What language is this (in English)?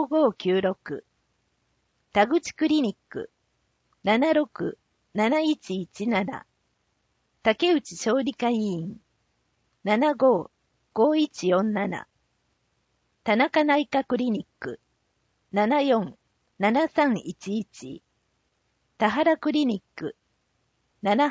Japanese